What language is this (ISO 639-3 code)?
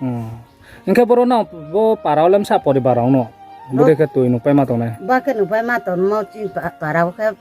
ria